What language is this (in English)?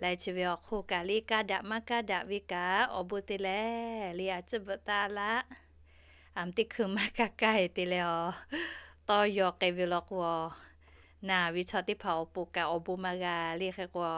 Lahu